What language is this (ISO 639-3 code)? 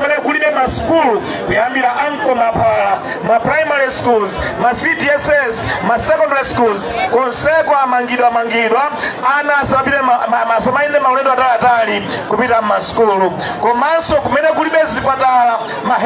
nya